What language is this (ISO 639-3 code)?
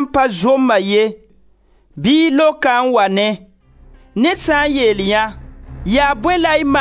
mos